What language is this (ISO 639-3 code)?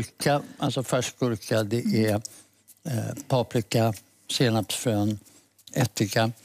swe